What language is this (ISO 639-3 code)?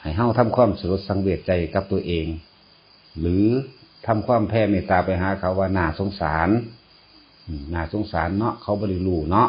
tts